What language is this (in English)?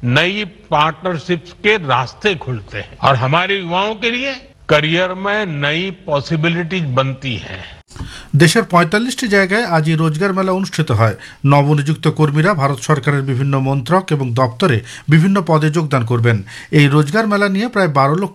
Bangla